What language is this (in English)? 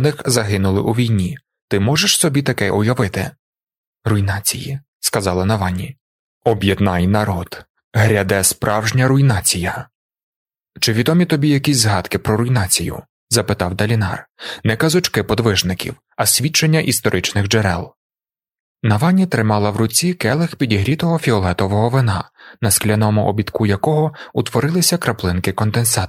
Ukrainian